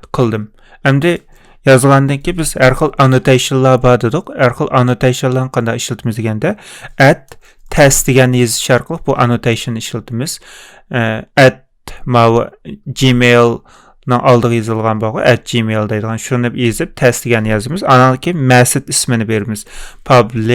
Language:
Uyghur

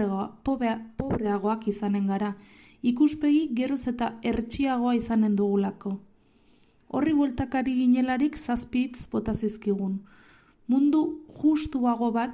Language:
Basque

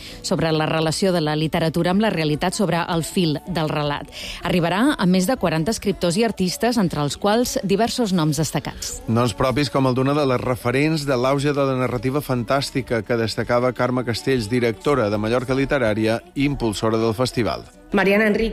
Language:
Catalan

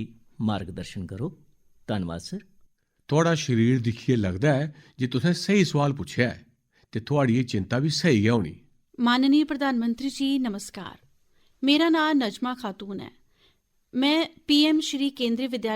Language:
Dogri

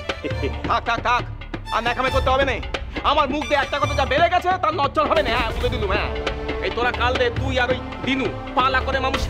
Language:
Bangla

